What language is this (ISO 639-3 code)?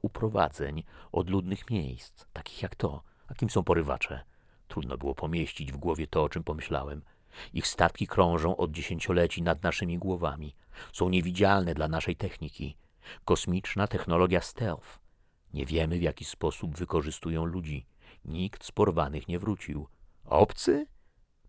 pol